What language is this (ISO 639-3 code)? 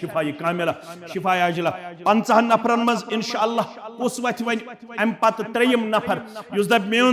kas